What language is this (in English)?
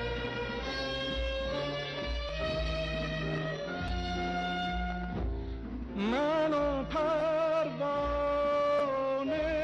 Persian